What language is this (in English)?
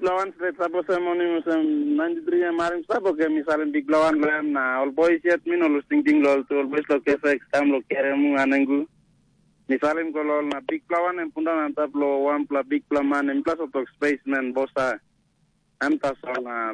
Tok Pisin